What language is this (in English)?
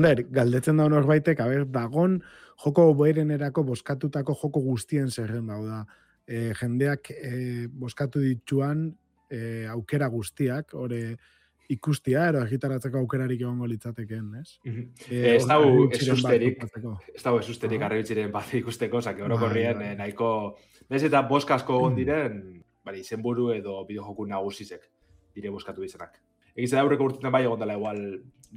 Basque